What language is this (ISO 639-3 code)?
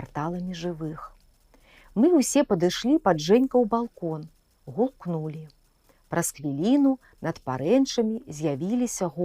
bel